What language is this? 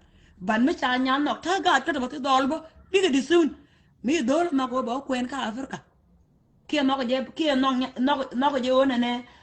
Nuer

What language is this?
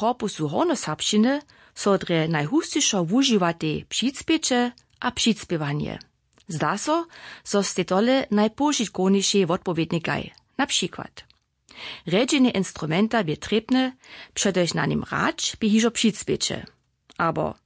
Upper Sorbian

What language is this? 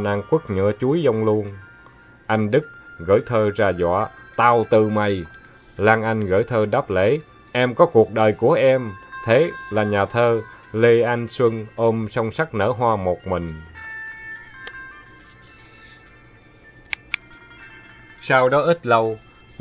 Vietnamese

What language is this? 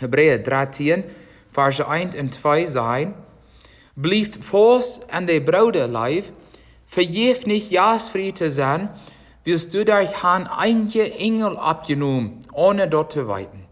Plautdietsch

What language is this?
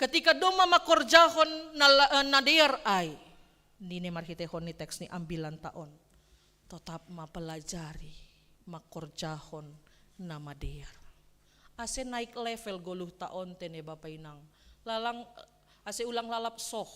Batak Simalungun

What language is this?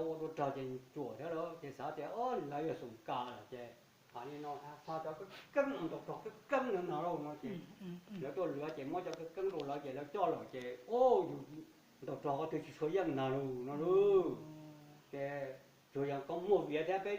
Hmong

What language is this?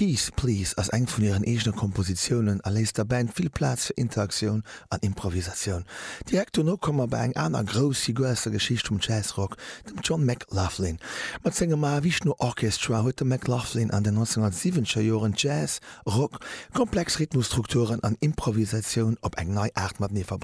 Luxembourgish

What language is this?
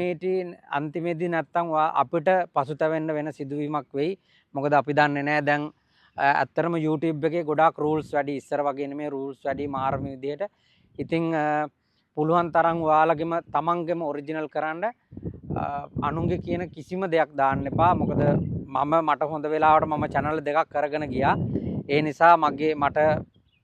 Sinhala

